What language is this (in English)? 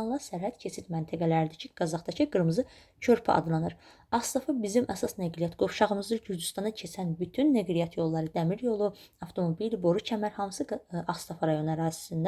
Azerbaijani